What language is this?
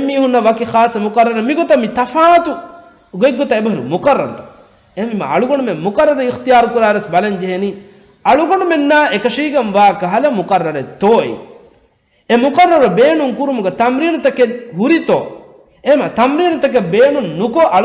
Divehi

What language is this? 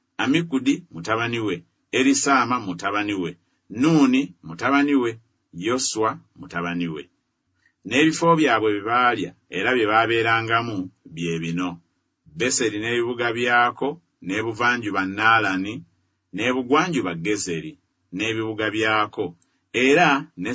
Ganda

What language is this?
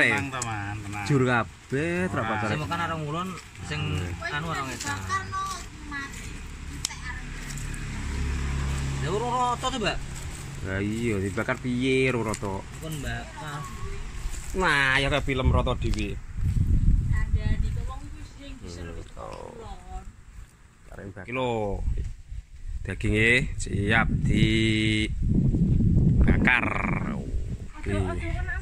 Javanese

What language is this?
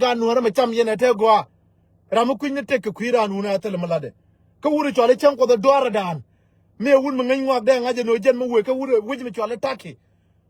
Nuer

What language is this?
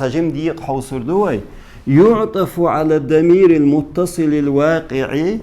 Chechen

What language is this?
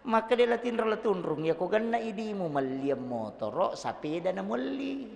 Buginese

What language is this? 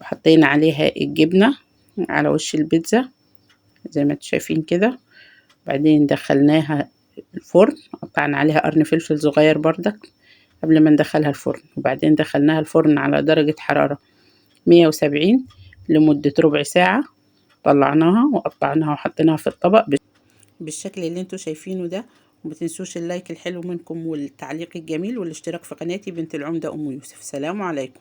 Egyptian Arabic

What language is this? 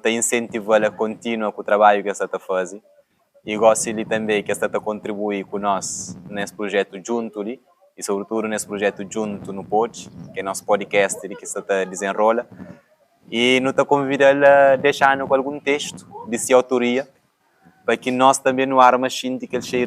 Kabuverdianu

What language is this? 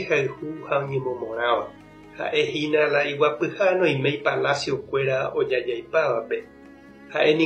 Guarani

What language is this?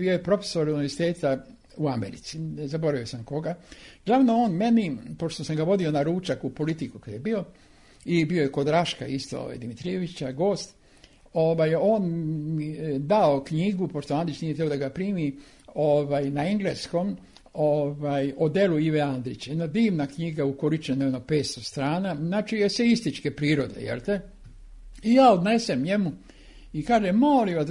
Serbian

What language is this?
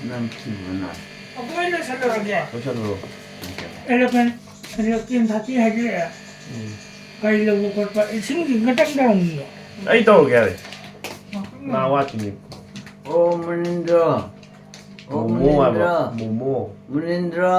Manipuri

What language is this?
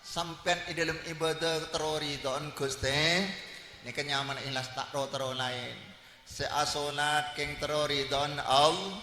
Madurese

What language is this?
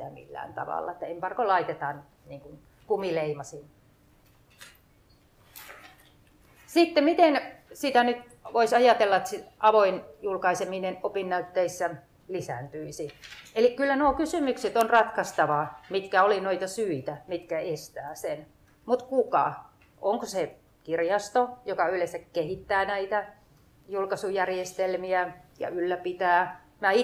Finnish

